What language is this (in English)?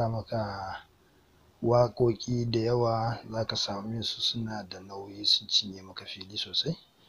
Hausa